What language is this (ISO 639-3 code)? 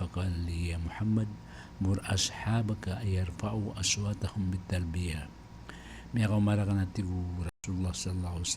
mrw